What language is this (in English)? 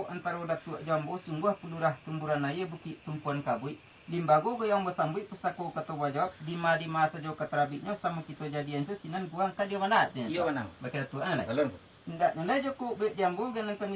Minangkabau